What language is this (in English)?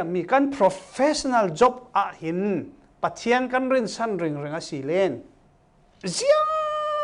Falam Chin